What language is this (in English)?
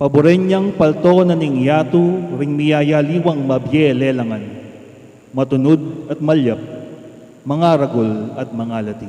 Pampanga